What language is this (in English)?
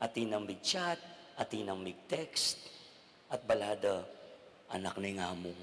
Pampanga